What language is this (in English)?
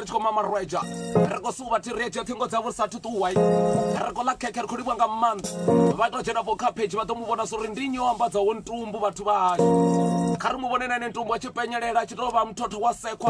Venda